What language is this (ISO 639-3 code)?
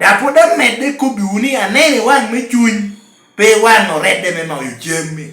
laj